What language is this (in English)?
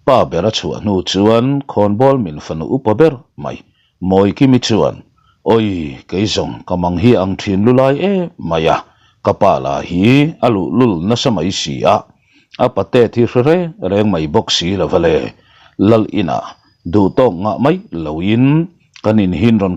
Mizo